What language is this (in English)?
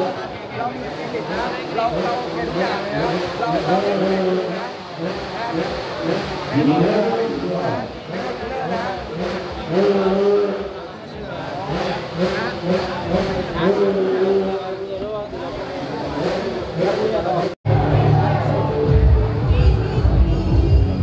Thai